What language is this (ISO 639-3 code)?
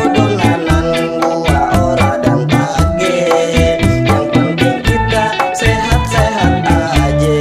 bew